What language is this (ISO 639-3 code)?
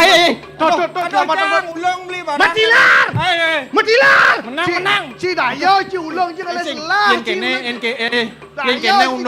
ban